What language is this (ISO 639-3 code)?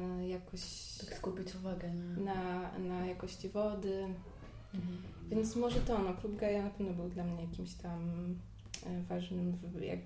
pol